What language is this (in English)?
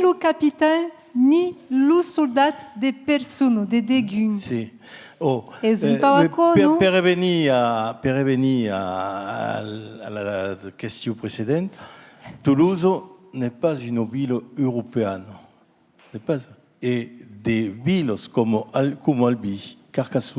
Occitan